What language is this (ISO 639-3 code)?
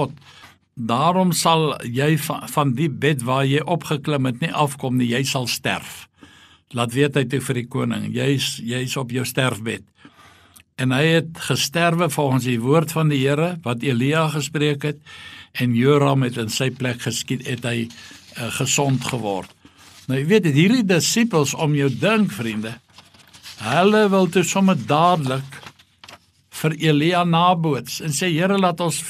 afr